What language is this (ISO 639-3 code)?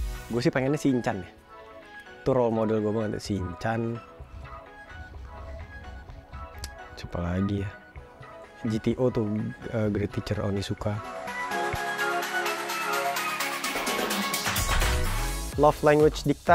ind